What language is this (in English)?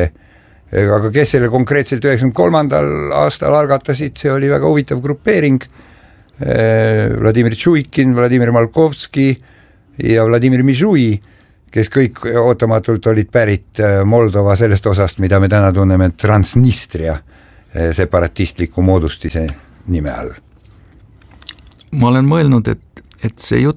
Estonian